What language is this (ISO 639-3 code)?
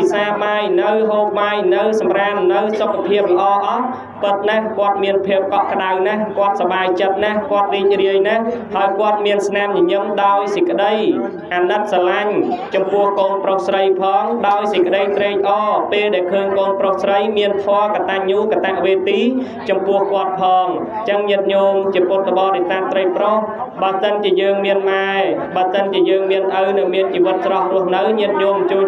khm